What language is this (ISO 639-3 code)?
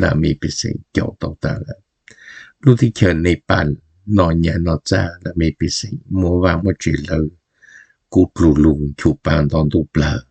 hmn